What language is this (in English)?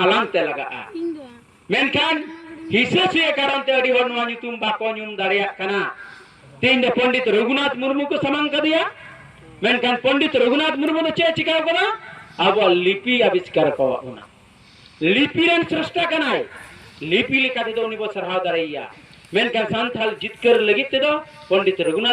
Santali